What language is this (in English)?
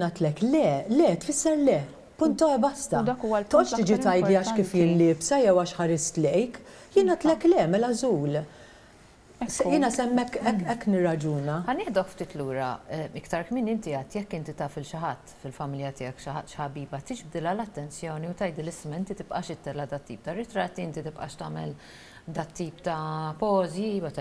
Maltese